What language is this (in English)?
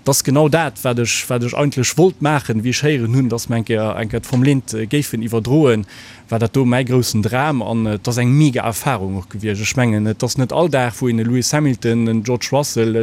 Luxembourgish